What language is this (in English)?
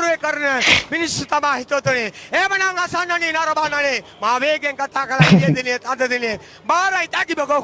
Sinhala